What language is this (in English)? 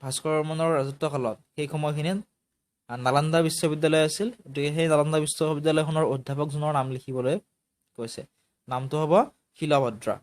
Assamese